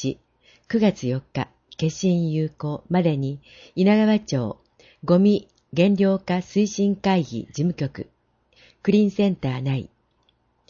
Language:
Japanese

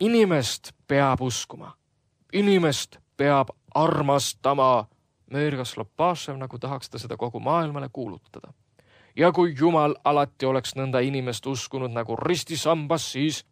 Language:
Estonian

